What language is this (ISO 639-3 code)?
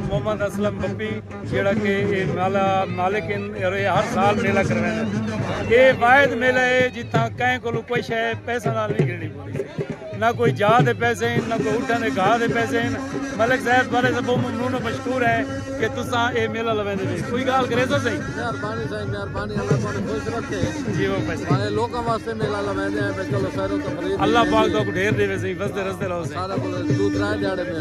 skr